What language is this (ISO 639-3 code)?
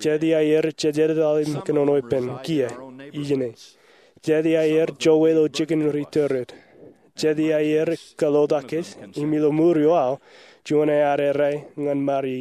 mah